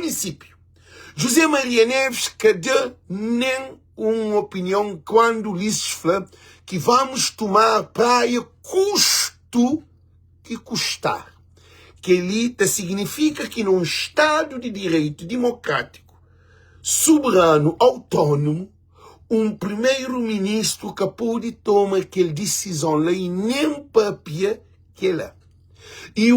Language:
Kabuverdianu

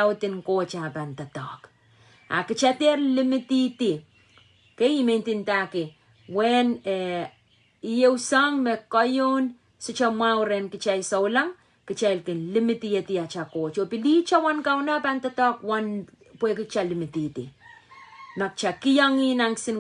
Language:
Pohnpeian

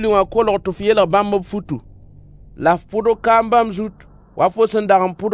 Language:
Mossi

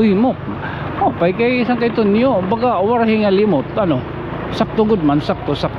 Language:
Waray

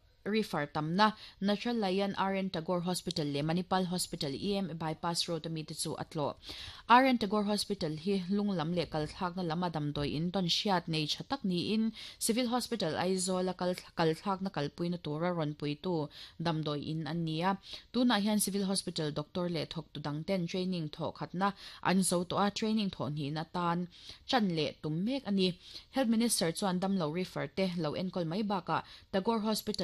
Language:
Mizo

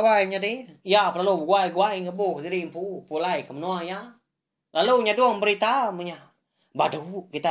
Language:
Iban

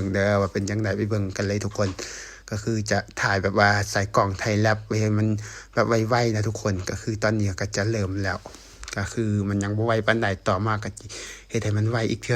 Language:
Lao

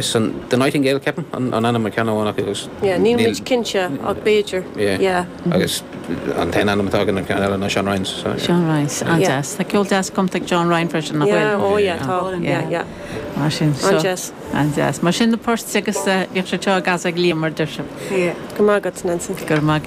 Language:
Irish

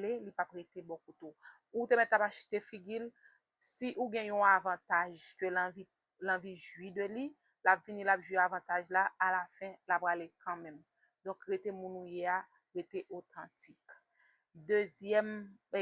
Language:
Haitian Creole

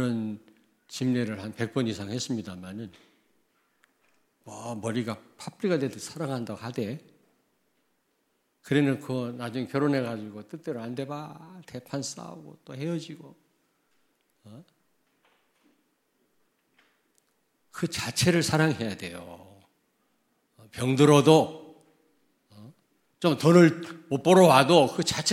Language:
Korean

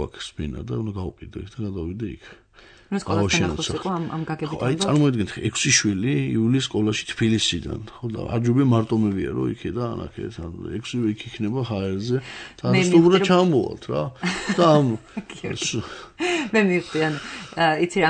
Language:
Georgian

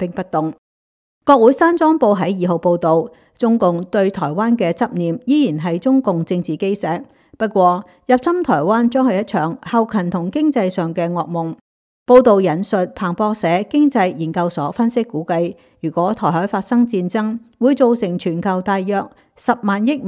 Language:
Cantonese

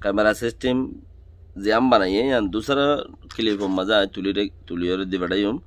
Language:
Rohingya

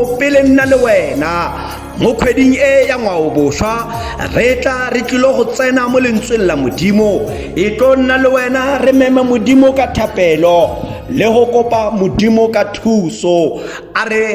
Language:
Tswana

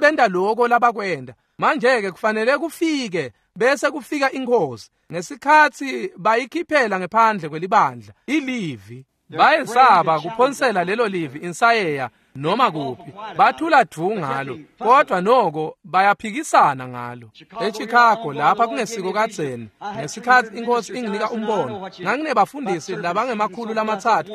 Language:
Swati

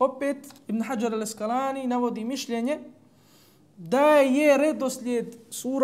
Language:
Bosnian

